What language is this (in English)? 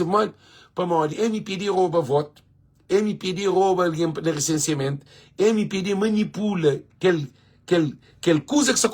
Kabuverdianu